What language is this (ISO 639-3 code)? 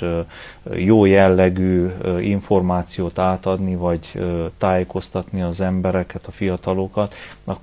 hun